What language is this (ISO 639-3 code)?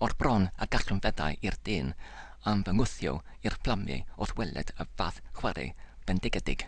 cym